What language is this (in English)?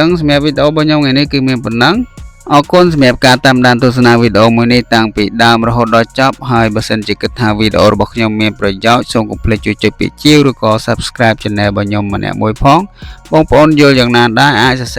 Khmer